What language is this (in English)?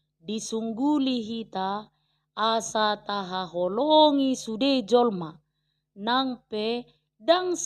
Batak Toba